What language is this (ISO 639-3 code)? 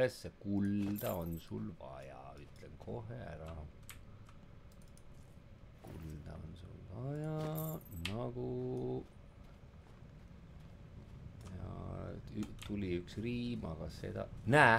est